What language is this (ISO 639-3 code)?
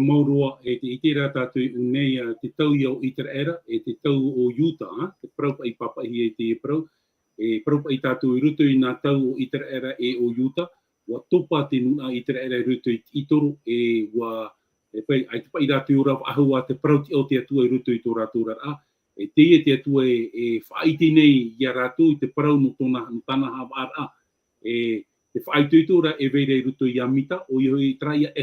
tah